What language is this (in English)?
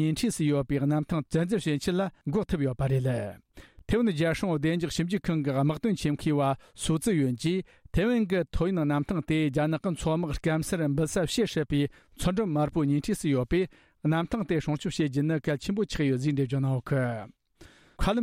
Tibetan